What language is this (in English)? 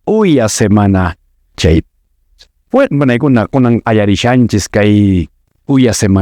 Quechua